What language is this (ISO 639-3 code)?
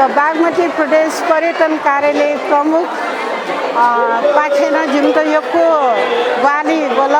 new